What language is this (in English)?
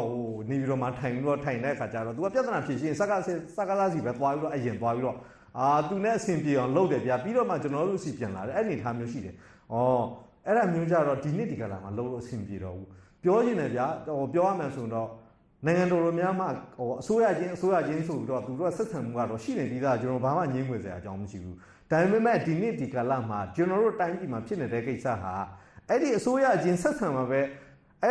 Burmese